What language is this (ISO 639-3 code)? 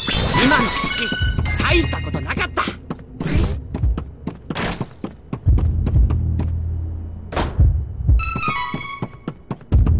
jpn